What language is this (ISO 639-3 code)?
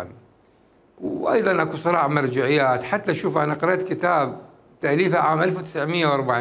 acm